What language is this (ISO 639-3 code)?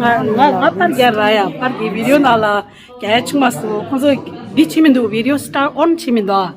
bod